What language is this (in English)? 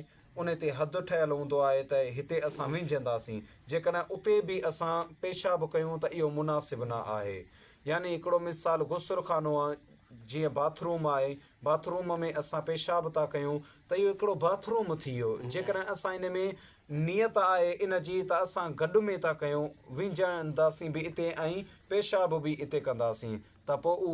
Sindhi